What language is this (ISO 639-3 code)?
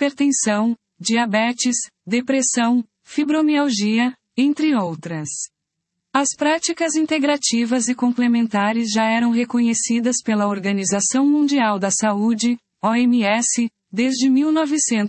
por